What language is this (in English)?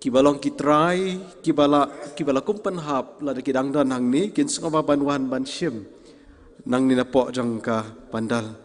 Khasi